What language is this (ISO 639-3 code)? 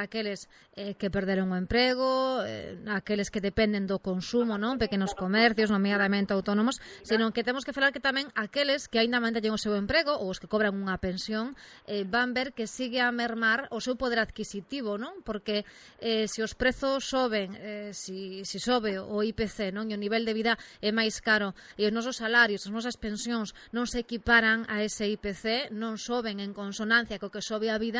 glg